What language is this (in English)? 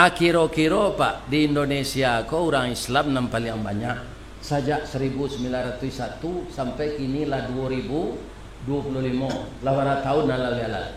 Minangkabau